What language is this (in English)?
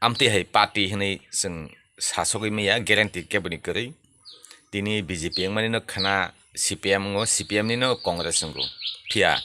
Kok Borok